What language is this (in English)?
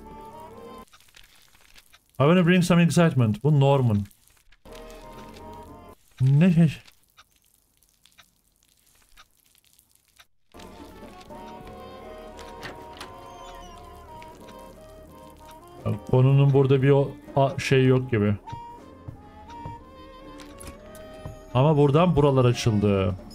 Turkish